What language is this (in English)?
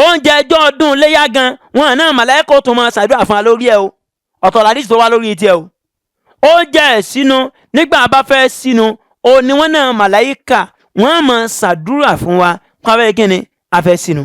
Yoruba